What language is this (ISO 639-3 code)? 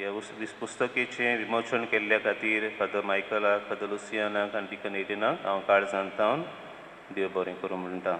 kok